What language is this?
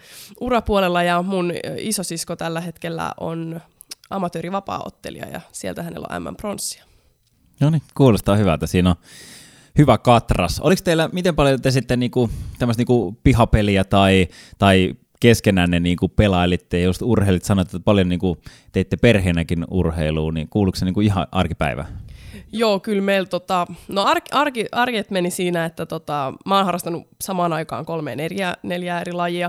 Finnish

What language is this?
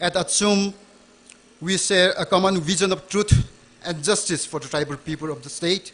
Tangkhul Naga (India)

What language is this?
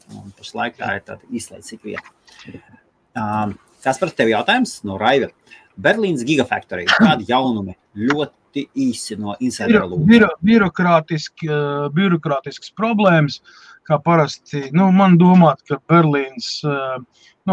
Latvian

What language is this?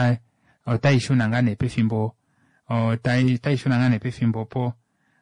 Kuanyama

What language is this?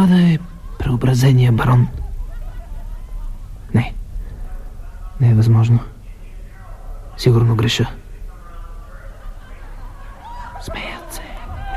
Bulgarian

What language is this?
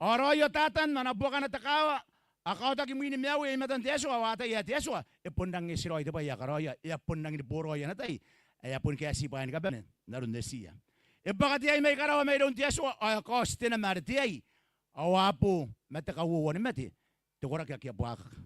Gilbertese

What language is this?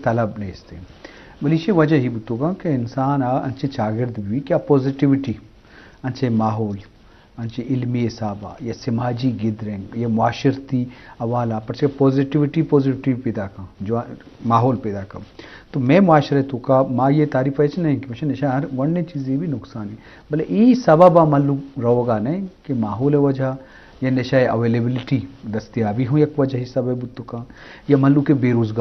Eastern Balochi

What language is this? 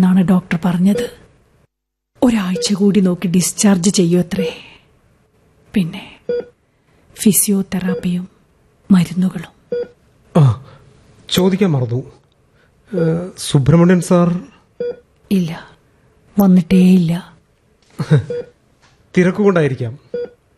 Malayalam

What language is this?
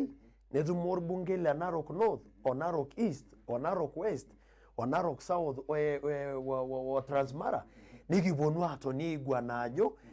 Masai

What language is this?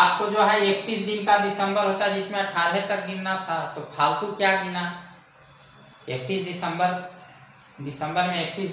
Hindi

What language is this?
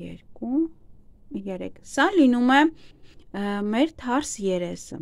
Armenian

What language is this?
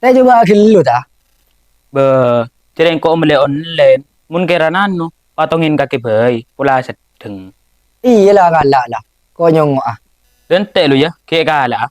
Madurese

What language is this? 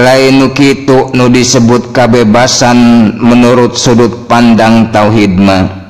Sundanese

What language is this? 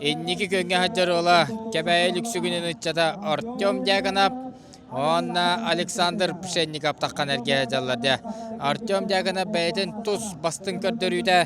Yakut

